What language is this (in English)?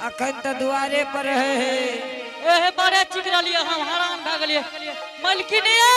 Angika